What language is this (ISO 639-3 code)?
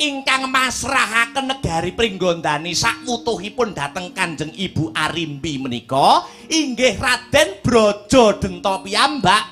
jav